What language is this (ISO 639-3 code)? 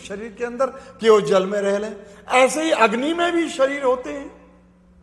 hin